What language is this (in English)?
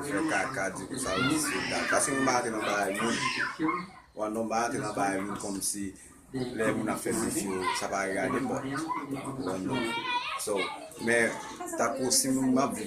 Haitian Creole